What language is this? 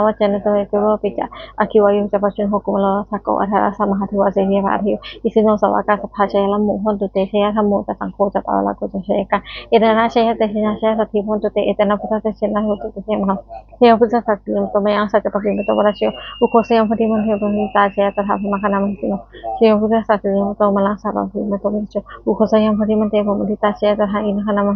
Pali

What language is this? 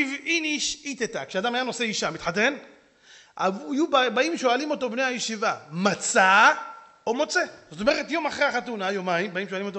Hebrew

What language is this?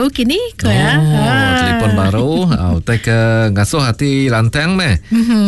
Iban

